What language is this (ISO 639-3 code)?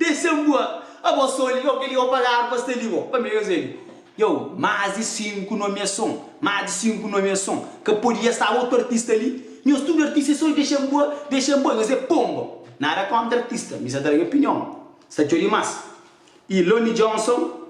kea